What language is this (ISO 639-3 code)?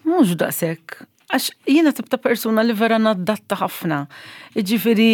mlt